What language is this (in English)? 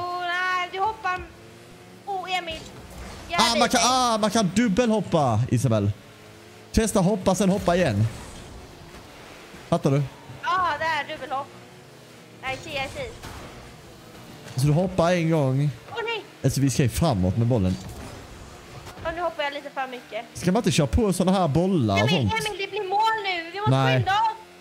Swedish